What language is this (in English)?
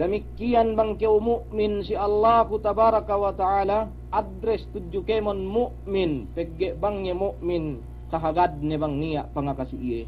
Yakan